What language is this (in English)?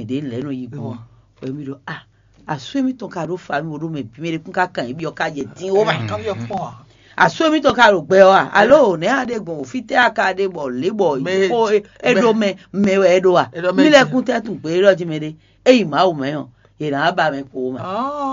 Fon